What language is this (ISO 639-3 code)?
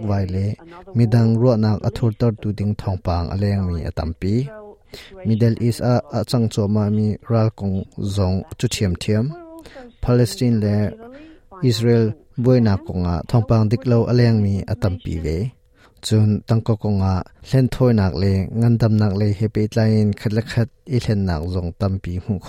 cnh